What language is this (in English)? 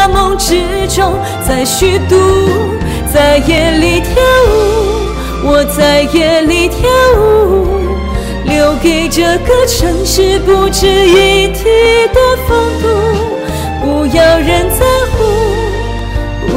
Chinese